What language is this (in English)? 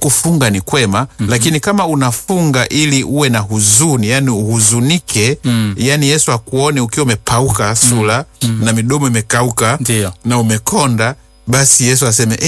Swahili